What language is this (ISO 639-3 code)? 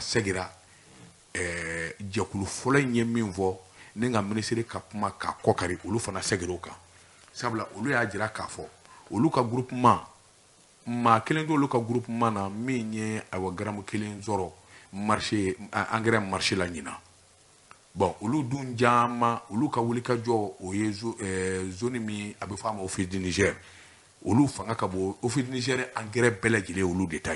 bam